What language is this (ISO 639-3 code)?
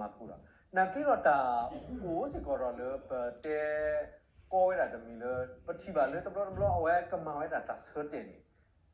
ksw